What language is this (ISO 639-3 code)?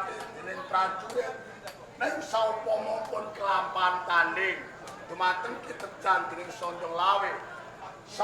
jav